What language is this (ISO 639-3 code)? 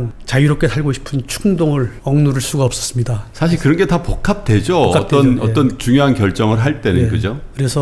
kor